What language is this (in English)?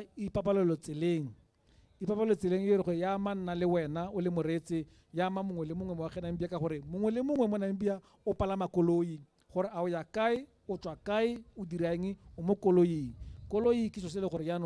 Tswana